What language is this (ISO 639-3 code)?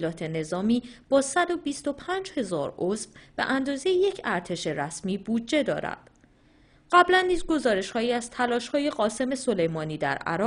fas